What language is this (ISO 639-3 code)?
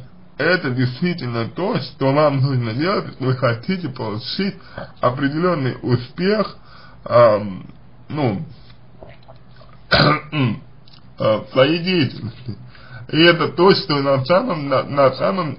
rus